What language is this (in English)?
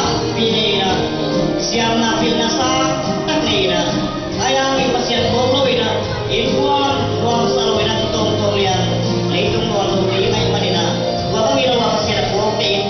Tedim Chin